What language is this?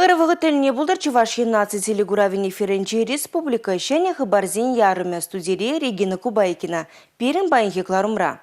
Chuvash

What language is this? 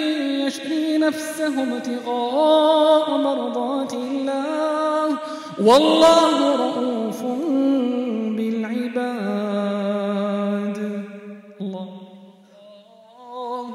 Arabic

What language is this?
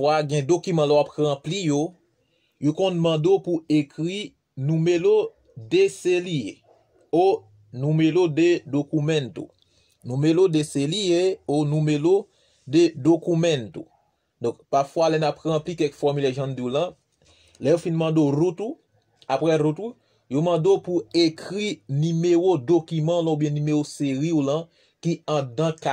Haitian Creole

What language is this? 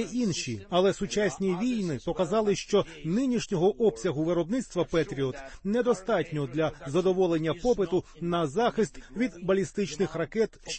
Ukrainian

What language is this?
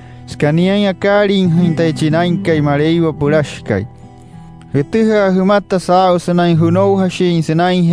Wayuu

